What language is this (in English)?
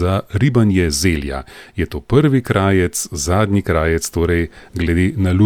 Slovenian